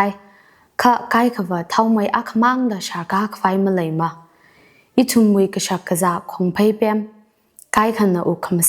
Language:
Tangkhul Naga (India)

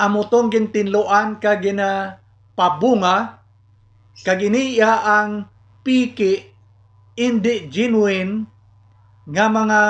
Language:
Hiligaynon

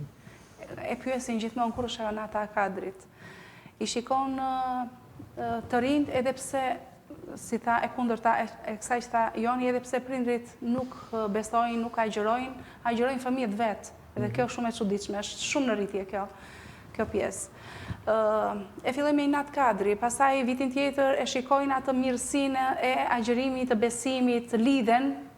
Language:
Albanian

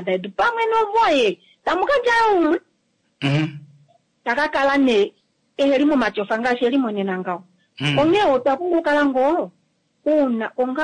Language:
Kuanyama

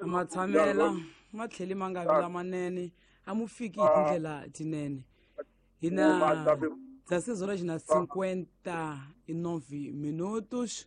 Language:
Tsonga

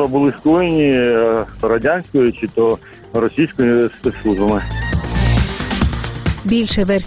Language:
Ukrainian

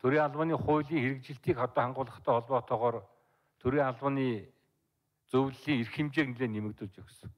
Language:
Mongolian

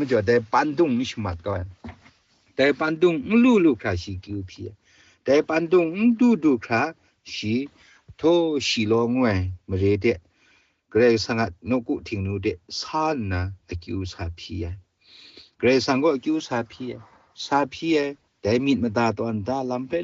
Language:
Kachin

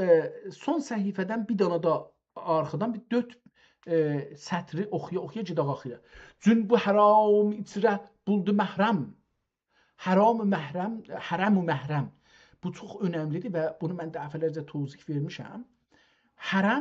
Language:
South Azerbaijani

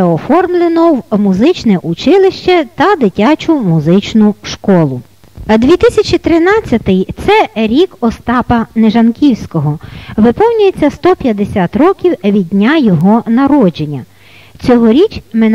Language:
Ukrainian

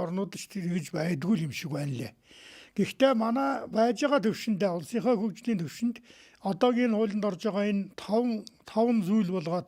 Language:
Mongolian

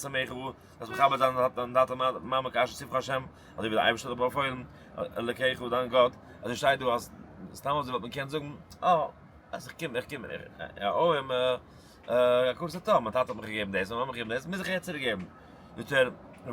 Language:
Yiddish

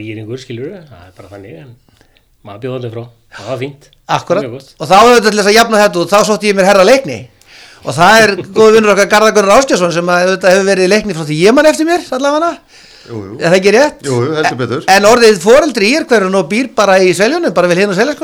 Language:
Icelandic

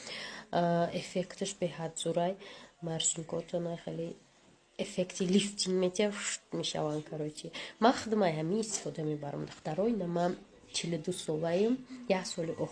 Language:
Tajik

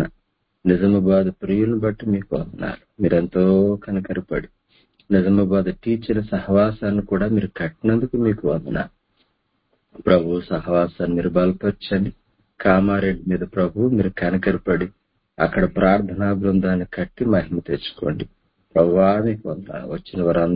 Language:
Telugu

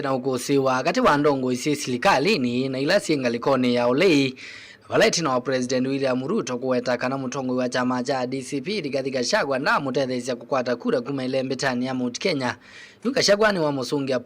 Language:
Kamba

